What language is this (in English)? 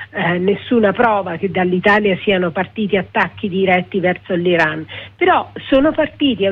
Italian